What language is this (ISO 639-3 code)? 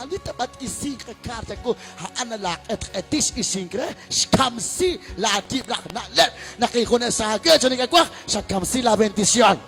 kek